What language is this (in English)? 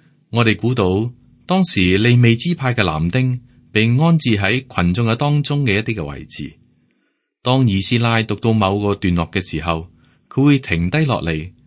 Cantonese